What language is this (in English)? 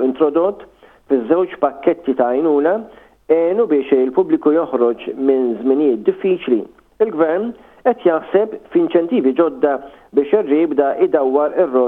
Maltese